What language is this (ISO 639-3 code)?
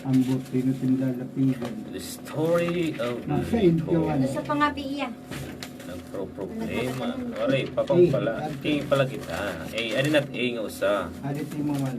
war